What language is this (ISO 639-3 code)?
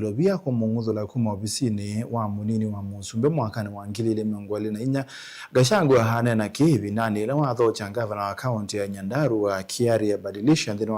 kam